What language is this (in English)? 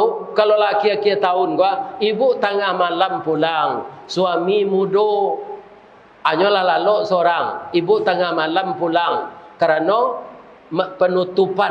Minangkabau